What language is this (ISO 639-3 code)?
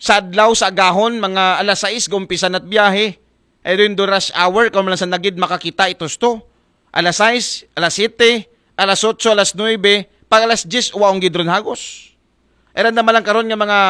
akl